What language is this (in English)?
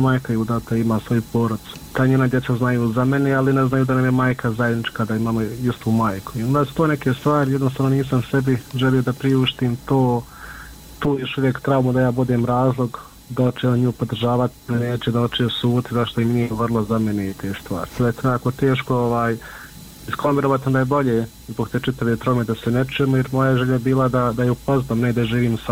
Bosnian